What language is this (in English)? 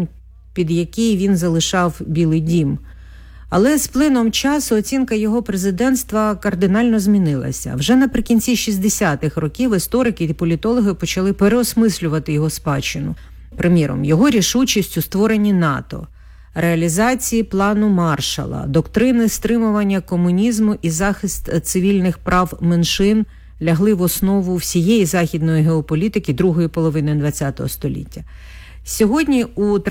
Ukrainian